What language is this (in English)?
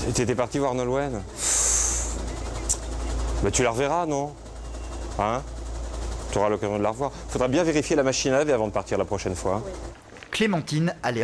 French